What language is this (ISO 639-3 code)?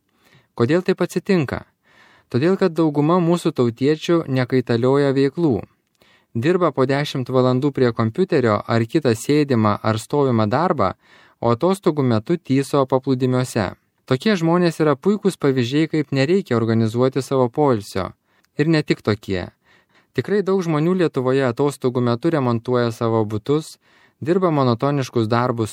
lit